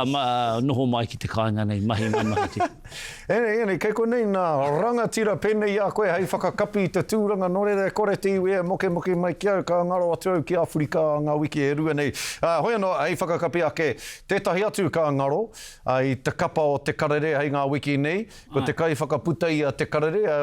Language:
Māori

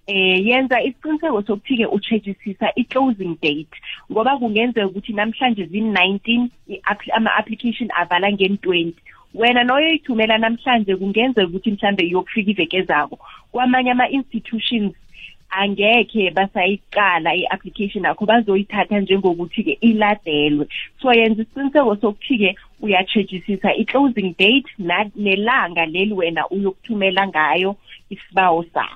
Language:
South Ndebele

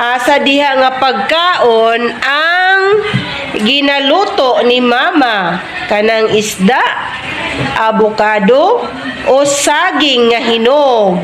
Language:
Cebuano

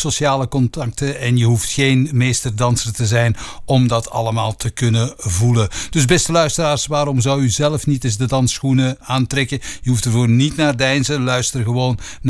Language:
Dutch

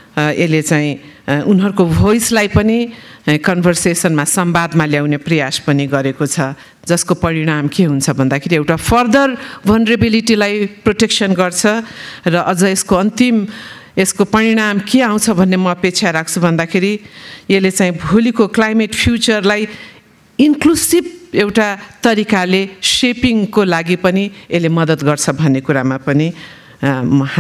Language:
Nepali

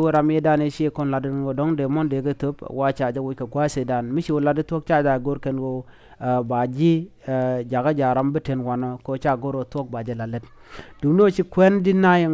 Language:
Nuer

